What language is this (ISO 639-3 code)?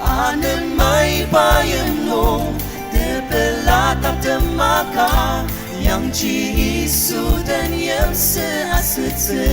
njo